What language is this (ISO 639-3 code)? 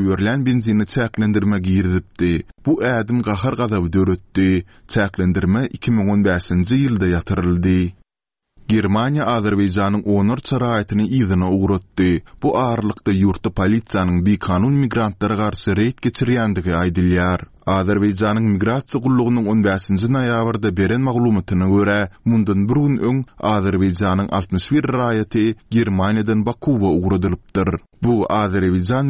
tuk